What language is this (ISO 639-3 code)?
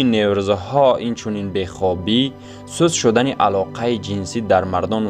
tgk